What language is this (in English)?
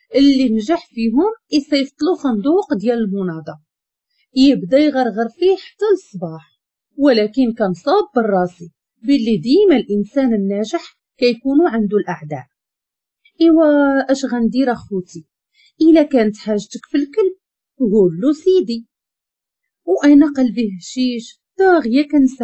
Moroccan Arabic